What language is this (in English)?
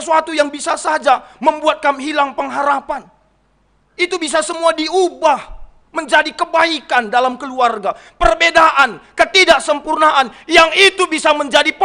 Batak Karo